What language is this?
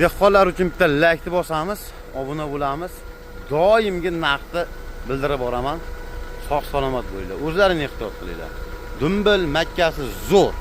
Uzbek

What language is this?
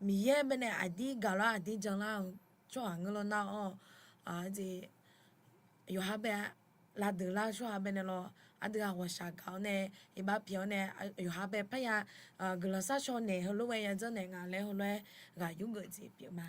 Akha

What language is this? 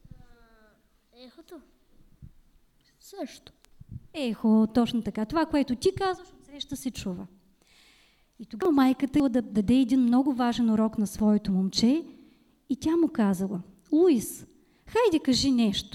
Bulgarian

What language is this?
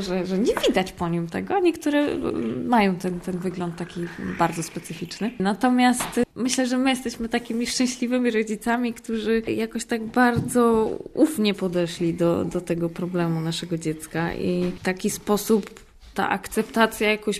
Polish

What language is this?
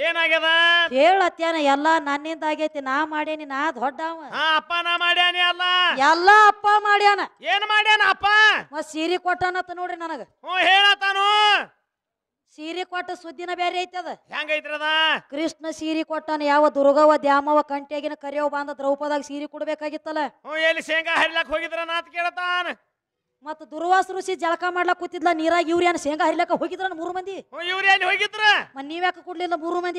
Kannada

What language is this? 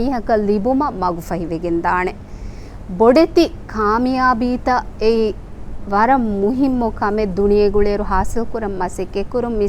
Divehi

